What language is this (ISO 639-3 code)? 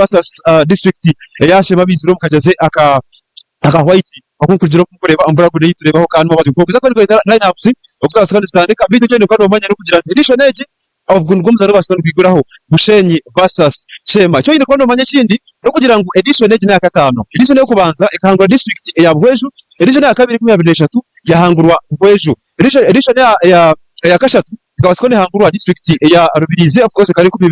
nyn